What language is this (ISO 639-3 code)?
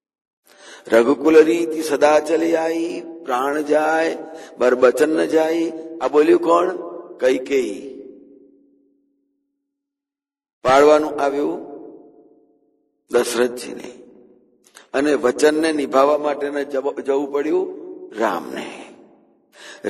guj